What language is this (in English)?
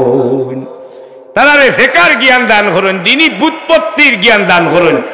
Sylheti